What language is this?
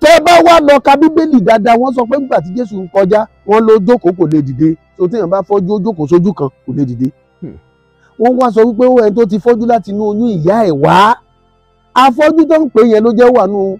Yoruba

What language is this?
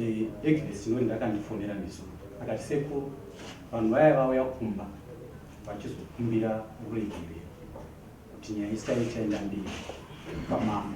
Shona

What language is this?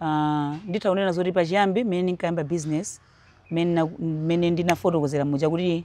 Nyanja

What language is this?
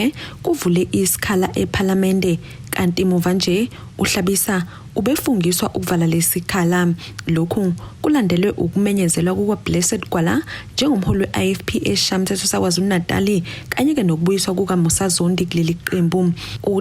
Zulu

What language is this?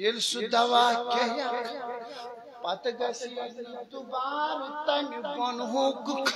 Kashmiri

